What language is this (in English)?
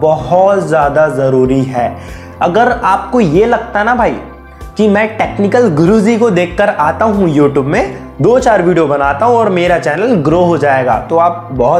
Hindi